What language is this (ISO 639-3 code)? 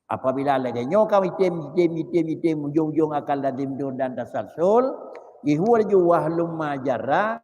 ace